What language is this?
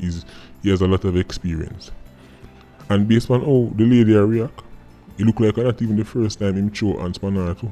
Jamaican Creole English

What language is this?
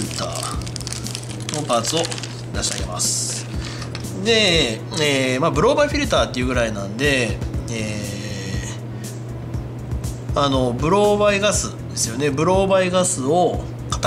Japanese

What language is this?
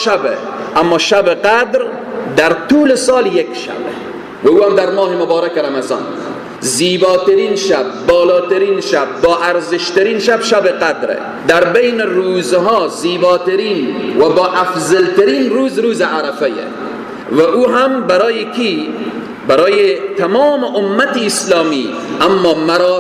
Persian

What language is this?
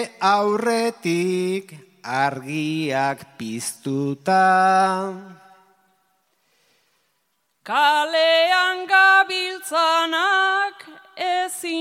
Basque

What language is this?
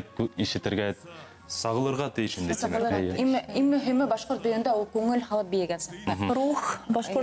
Bashkir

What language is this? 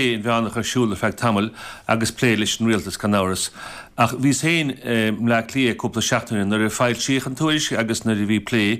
Irish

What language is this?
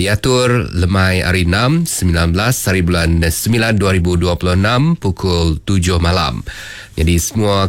Iban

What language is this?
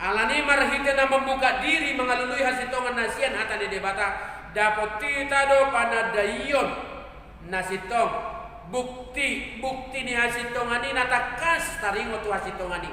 Batak Toba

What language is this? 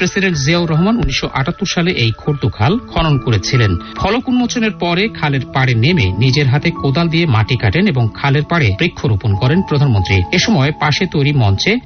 Bangla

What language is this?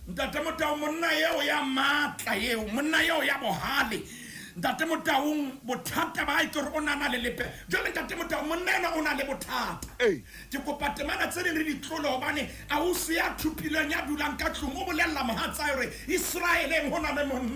Southern Sotho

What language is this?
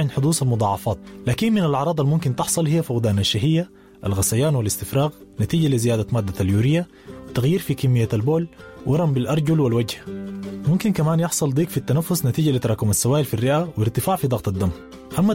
Sudanese Arabic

